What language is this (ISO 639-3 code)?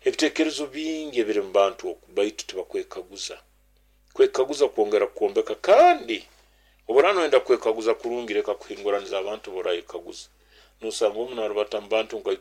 nyo